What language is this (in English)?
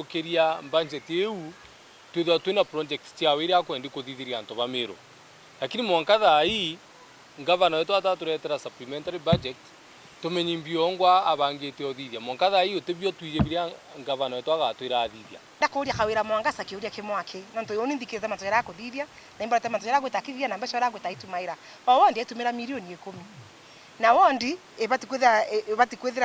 Meru